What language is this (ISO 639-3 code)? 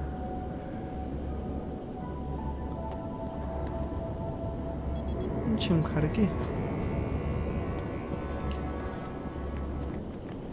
por